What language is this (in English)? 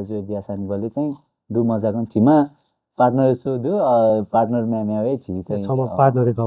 Newari